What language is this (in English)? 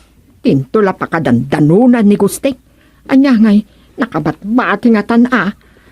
Iloko